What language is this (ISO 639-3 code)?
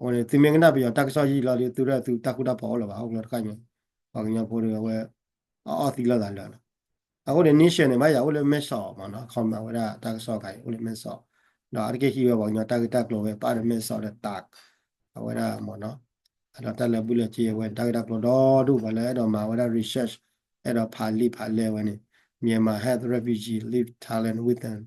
ksw